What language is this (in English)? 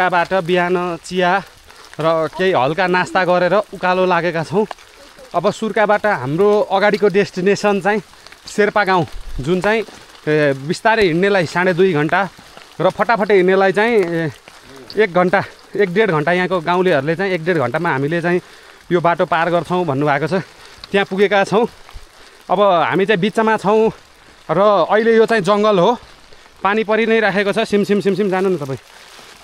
Nepali